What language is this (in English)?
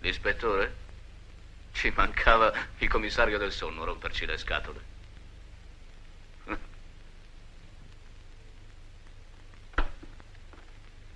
Italian